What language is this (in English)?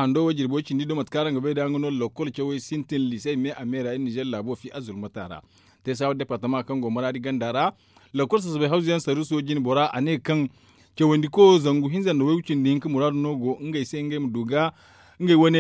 Zarma